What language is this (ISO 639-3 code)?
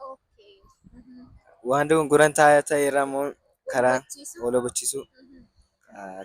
orm